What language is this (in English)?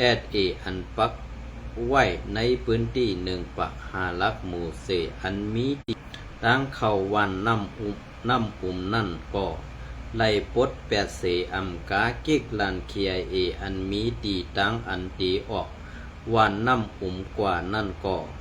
Shan